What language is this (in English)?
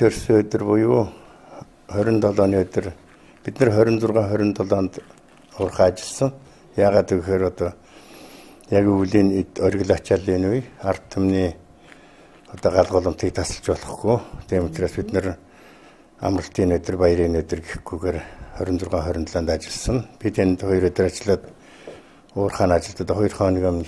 Mongolian